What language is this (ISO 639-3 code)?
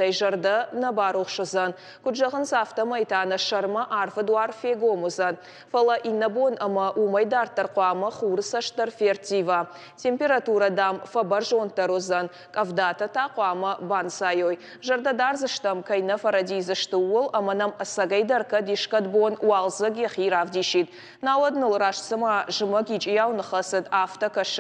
oss